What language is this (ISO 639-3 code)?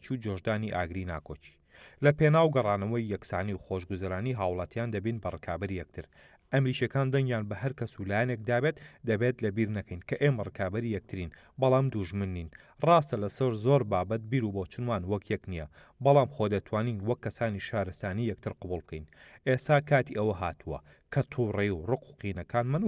ckb